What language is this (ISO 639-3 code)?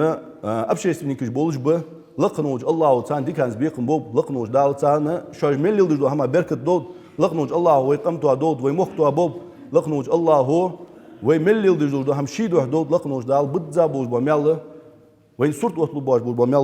inh